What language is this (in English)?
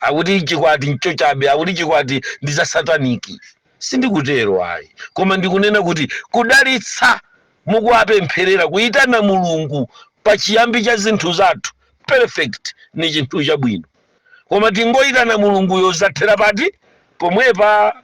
Nyanja